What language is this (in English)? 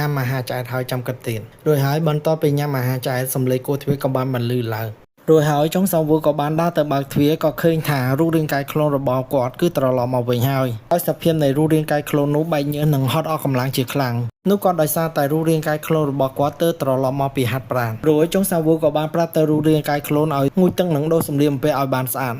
Khmer